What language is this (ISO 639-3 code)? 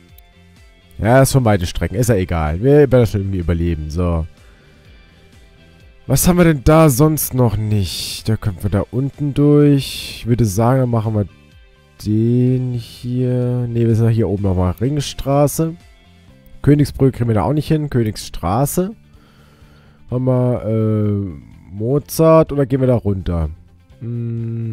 deu